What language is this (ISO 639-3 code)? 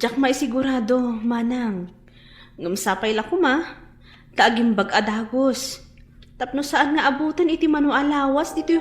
ilo